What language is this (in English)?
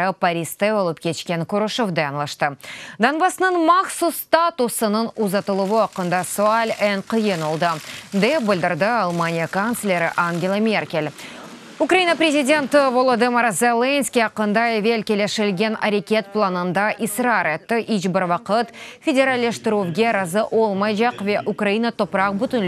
Crimean Tatar